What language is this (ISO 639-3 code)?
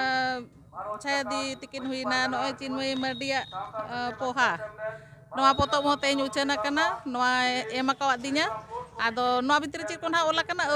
sat